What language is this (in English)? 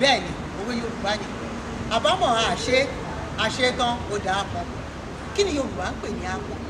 Yoruba